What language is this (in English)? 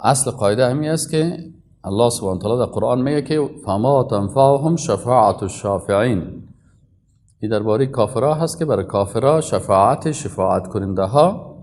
Persian